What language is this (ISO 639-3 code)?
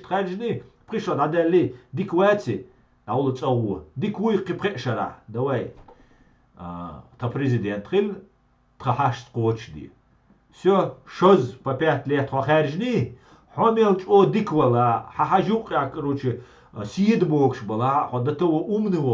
che